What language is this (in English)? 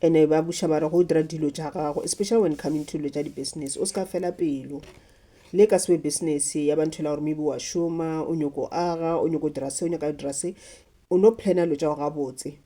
Northern Sotho